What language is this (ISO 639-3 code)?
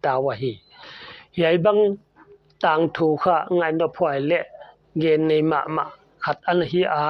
pck